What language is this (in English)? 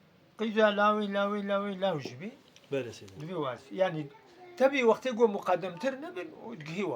Kurdish